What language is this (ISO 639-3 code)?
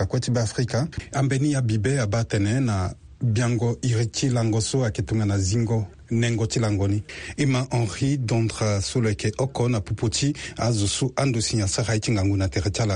sag